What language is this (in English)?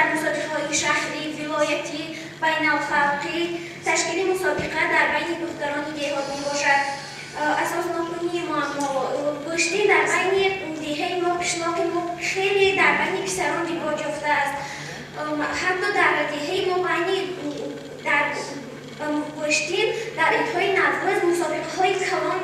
Tajik